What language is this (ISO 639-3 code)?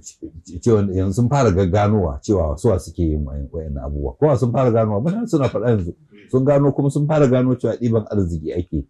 hau